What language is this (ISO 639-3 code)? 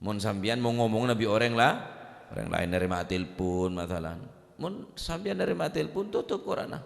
mad